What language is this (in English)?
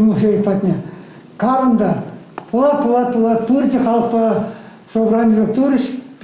Chuvash